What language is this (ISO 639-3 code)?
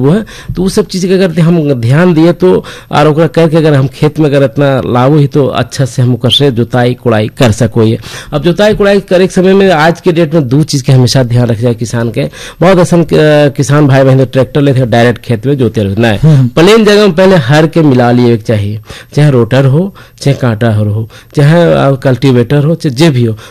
bho